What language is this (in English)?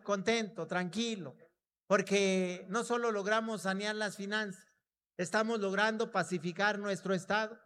Spanish